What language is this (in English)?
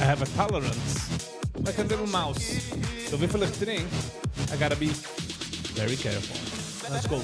Yiddish